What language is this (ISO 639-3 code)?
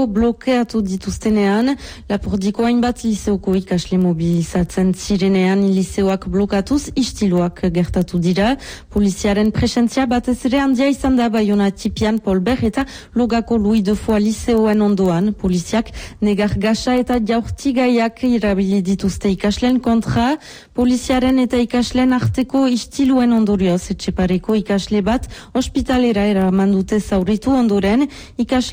eus